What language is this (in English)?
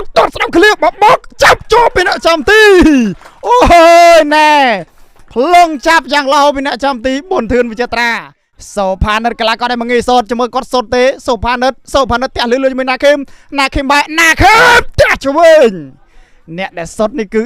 Khmer